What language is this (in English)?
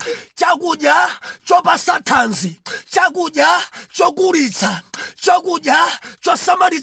Nyanja